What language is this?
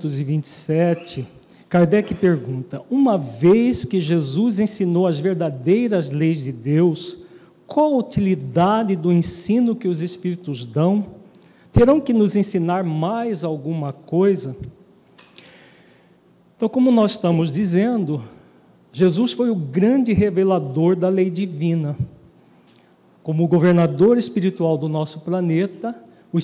Portuguese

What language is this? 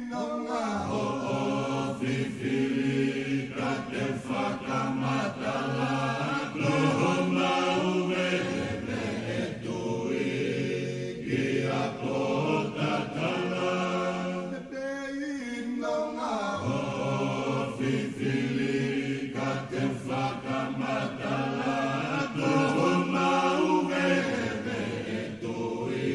Tongan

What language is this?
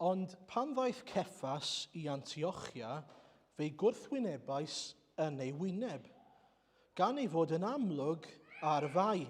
Welsh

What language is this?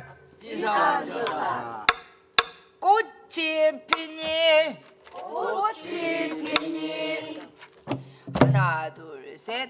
Korean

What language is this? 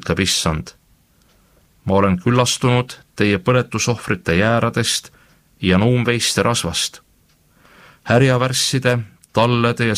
Estonian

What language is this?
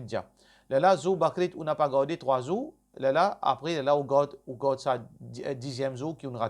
Morisyen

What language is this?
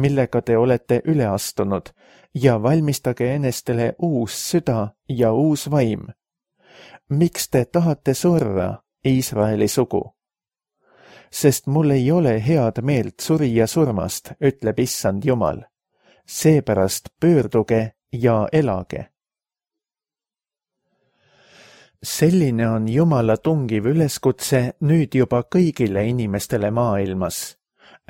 Estonian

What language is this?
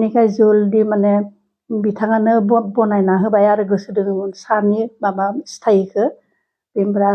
Bodo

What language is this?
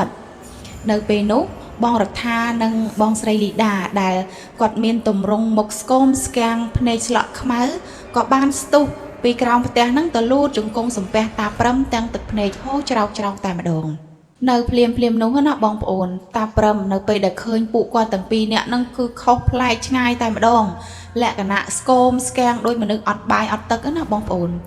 Khmer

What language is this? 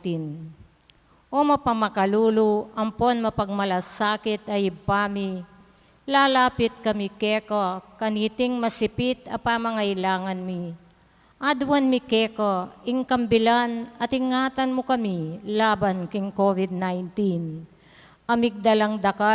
Pampanga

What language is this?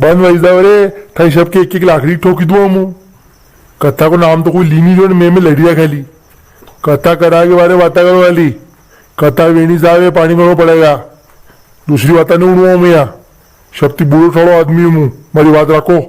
Rajasthani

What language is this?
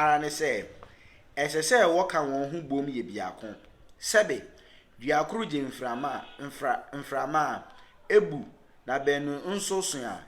Akan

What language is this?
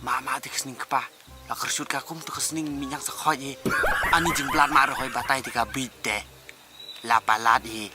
Khasi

